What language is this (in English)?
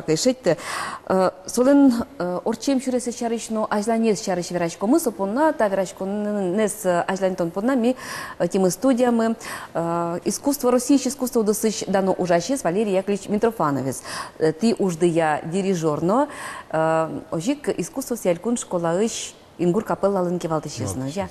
Udmurt